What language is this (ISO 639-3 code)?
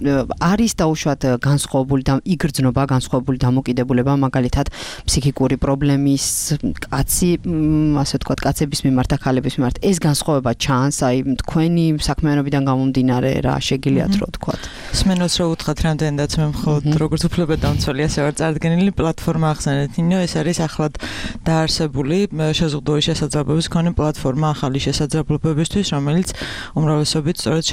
kat